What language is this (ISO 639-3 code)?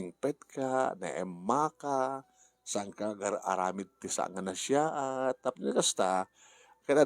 ilo